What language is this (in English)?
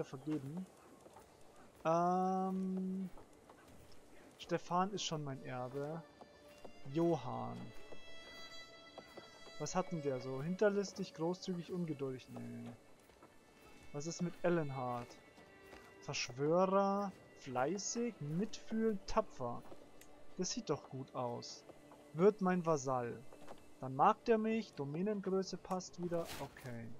German